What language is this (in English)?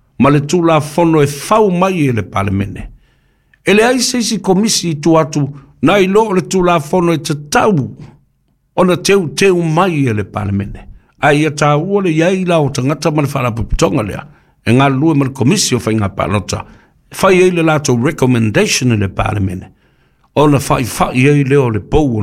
Samoan